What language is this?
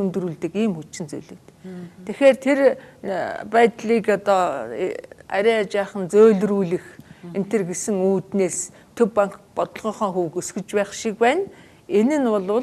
Mongolian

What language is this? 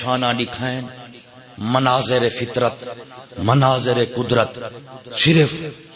Saraiki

